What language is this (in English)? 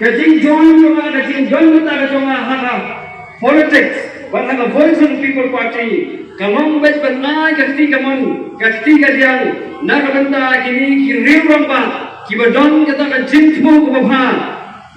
Khasi